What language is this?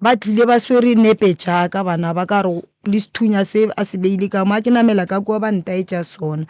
Northern Sotho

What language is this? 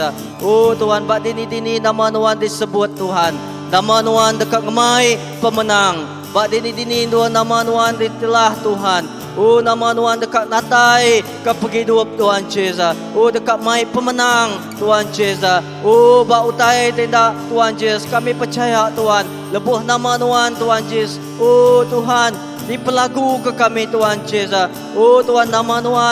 Iban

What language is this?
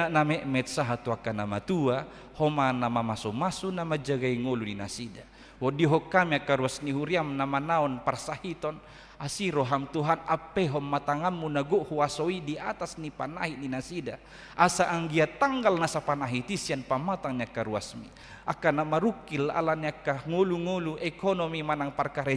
Batak Toba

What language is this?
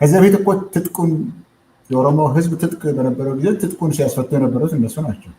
Amharic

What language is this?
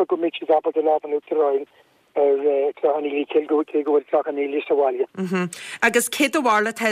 Irish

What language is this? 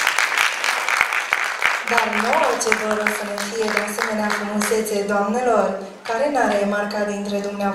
Romanian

